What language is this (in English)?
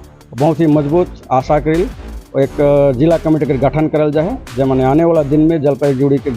Sadri